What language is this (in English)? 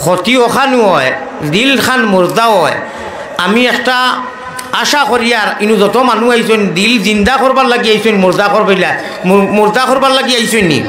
Sylheti